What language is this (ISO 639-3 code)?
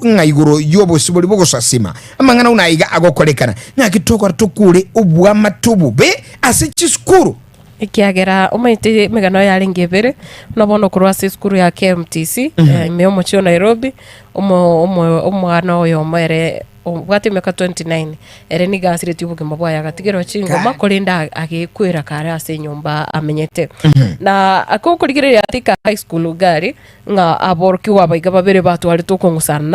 guz